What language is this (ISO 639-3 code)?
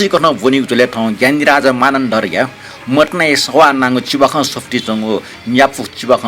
new